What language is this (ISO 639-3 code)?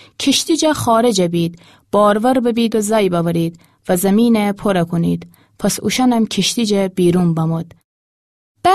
glk